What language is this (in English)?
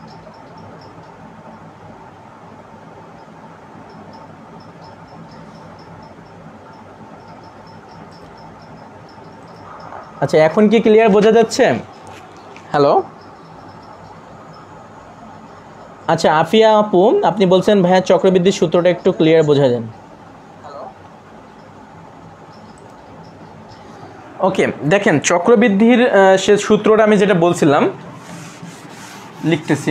Bangla